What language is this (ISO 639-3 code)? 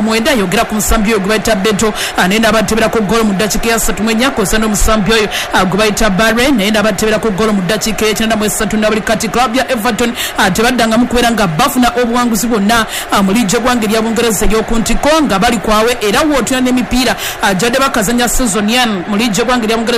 lug